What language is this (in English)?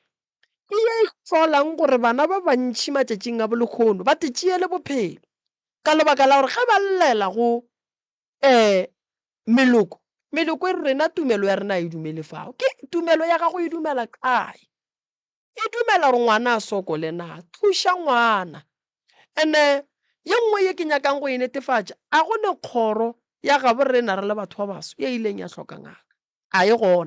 Northern Sotho